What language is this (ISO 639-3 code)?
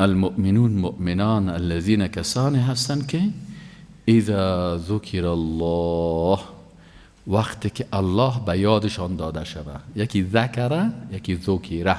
fas